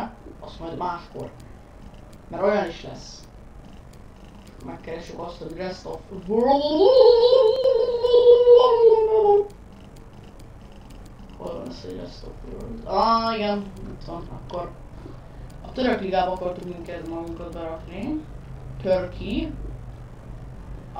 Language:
Hungarian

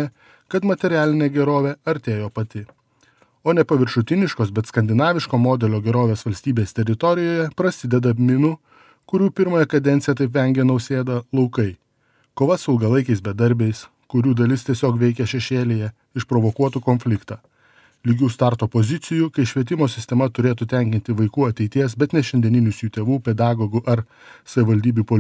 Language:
Lithuanian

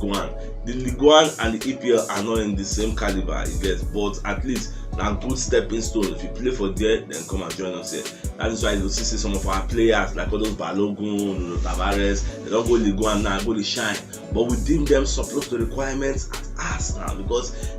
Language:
Nigerian Pidgin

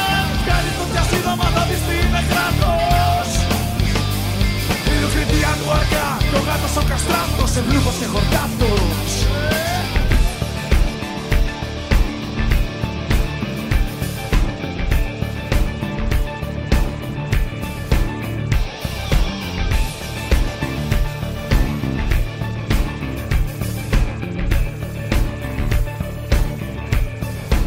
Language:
Greek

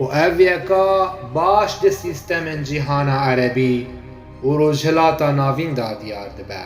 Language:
Kurdish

